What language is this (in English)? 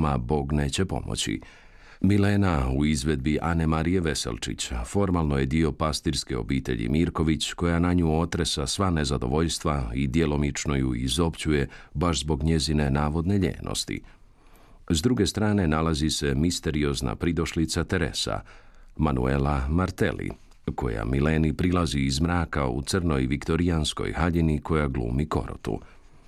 Croatian